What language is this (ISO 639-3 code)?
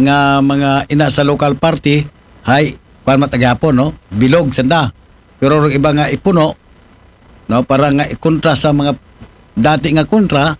akl